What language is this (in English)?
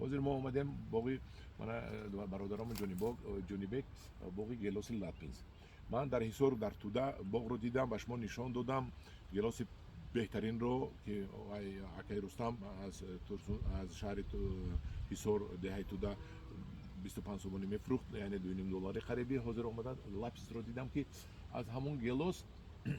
Tajik